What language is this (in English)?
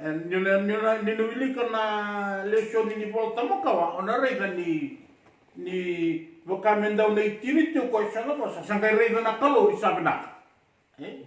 Fijian